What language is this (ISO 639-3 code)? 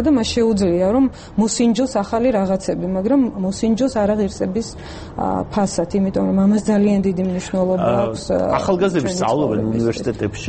kat